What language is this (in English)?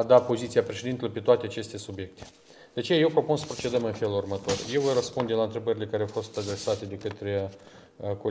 Romanian